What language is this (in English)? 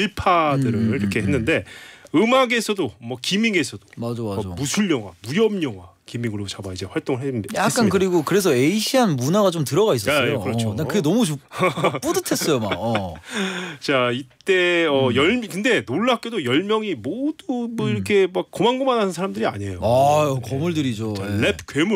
Korean